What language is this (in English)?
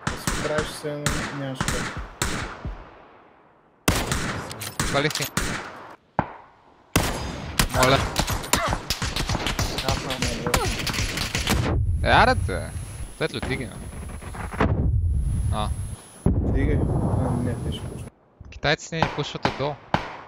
Bulgarian